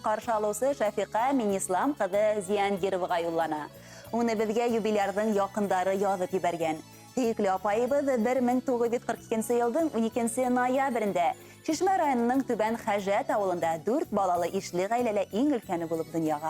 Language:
Bashkir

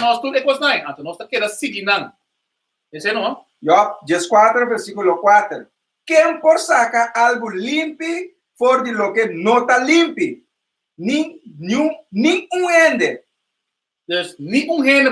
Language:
Papiamento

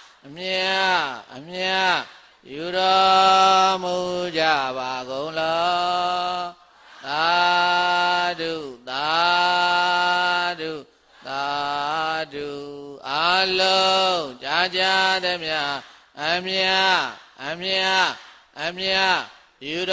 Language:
Burmese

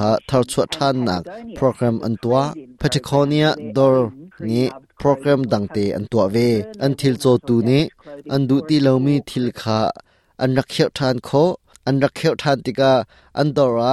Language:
Hakha Chin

